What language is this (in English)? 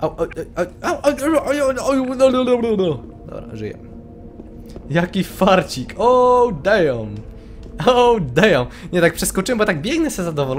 Polish